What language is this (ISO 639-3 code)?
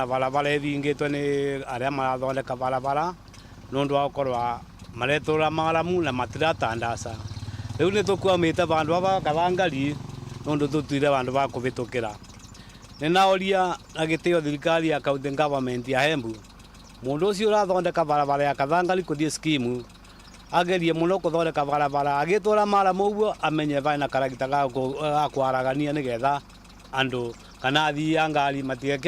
mer